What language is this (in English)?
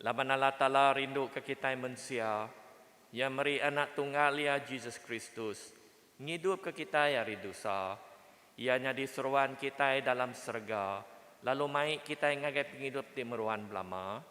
Iban